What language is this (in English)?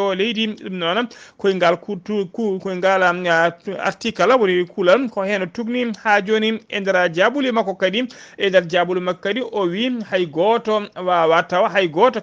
Fula